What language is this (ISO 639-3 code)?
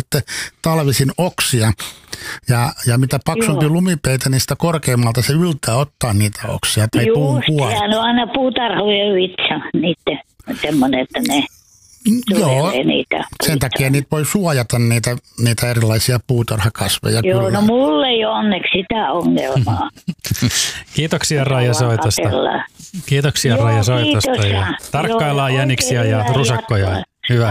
fin